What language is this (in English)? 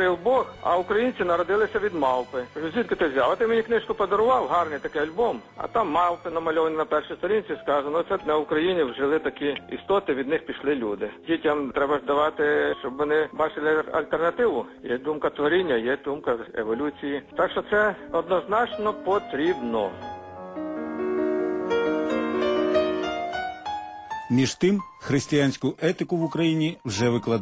Ukrainian